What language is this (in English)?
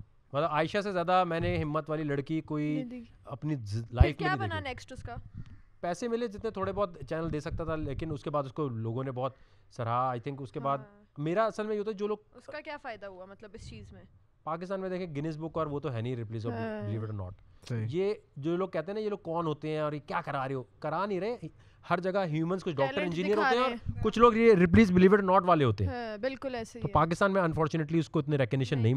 Urdu